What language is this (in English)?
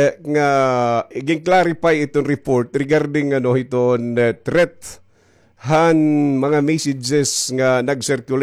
Waray